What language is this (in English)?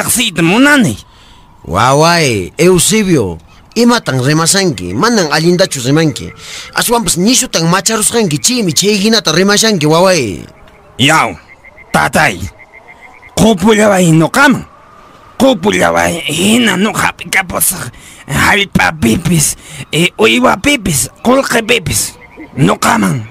Quechua